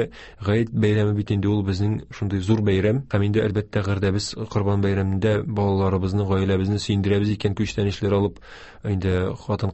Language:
Tatar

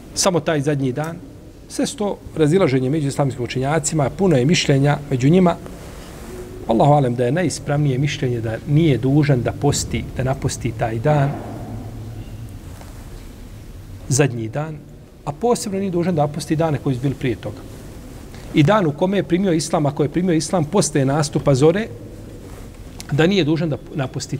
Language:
Bosnian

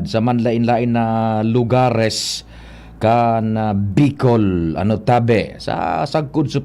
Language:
Bikol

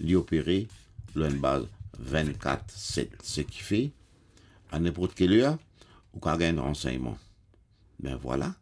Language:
Morisyen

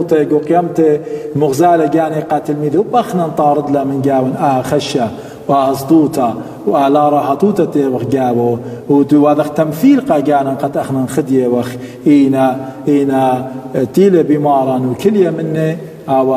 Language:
Assyrian Neo-Aramaic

